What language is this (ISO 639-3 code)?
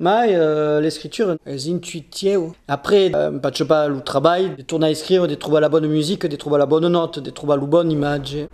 oci